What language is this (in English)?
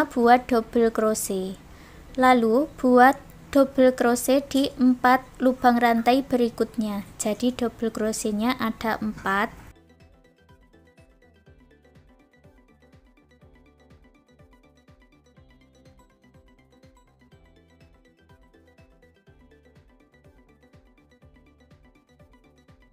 Indonesian